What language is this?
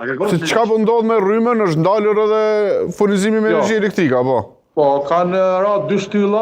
Albanian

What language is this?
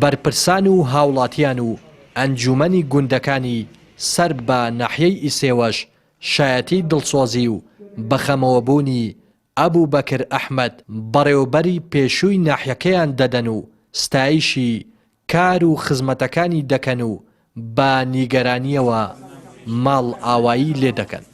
Central Kurdish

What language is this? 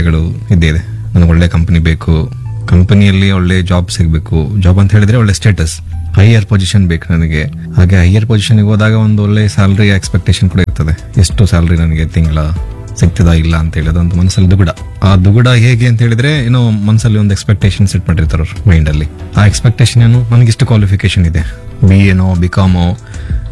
Kannada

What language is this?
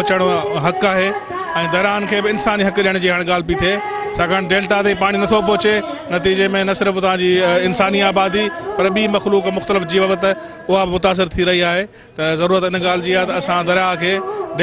Sindhi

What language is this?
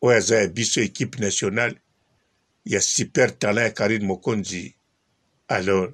Lingala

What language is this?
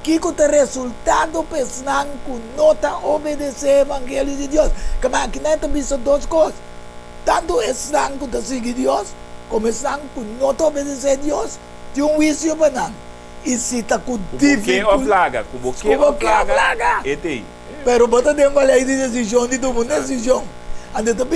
Papiamento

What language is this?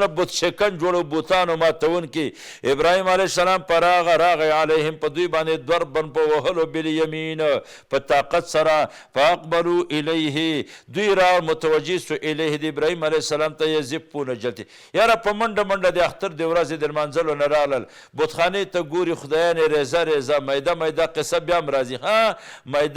Pashto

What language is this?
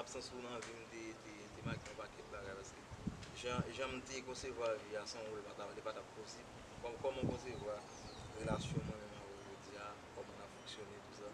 Haitian Creole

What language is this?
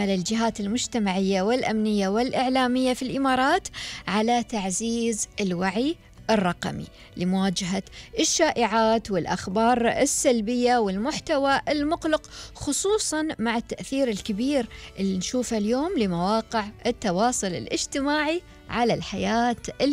Gulf Arabic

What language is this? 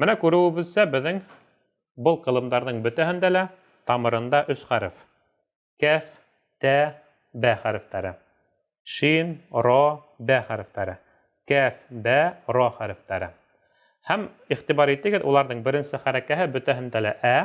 Bashkir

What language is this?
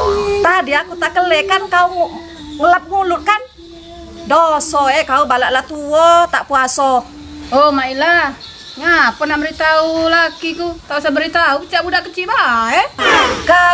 Musi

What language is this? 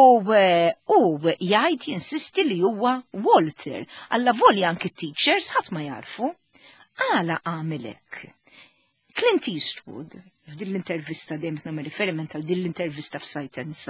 Maltese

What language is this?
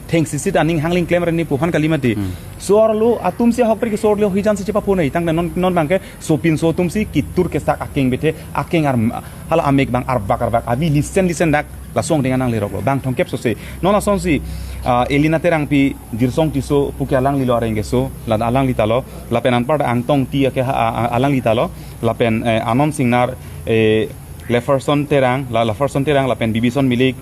Karbi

